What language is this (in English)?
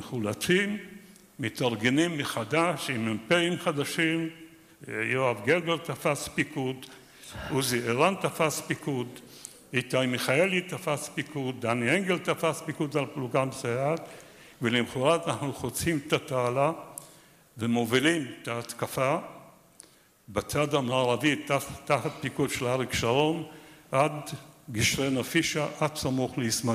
Hebrew